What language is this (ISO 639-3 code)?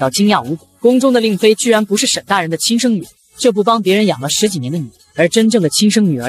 zho